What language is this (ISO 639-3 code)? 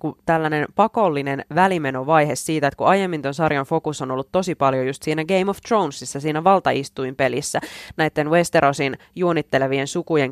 fin